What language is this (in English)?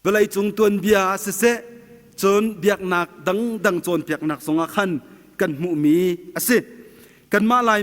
Hakha Chin